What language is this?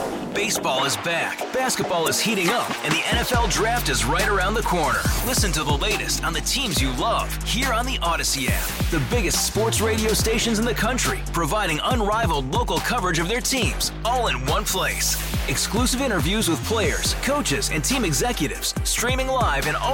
English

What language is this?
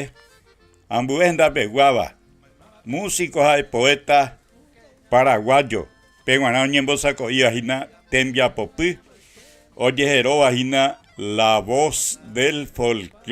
Guarani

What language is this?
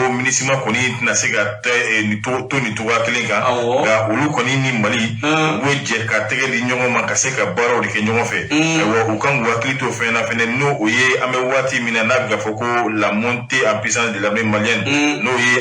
Bambara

